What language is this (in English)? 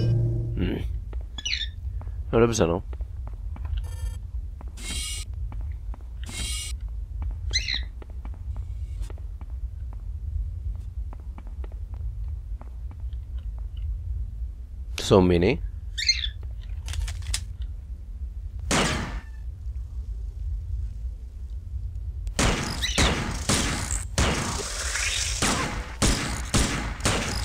Czech